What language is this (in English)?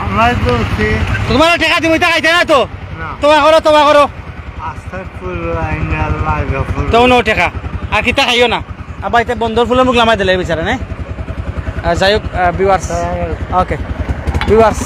Sylheti